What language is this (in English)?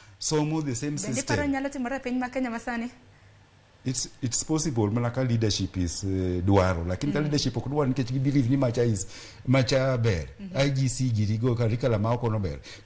Luo (Kenya and Tanzania)